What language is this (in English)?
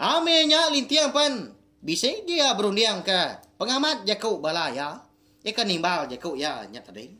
Iban